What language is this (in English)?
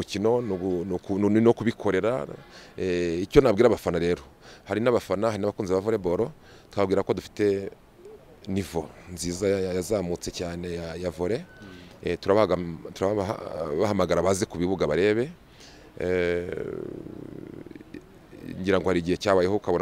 Kinyarwanda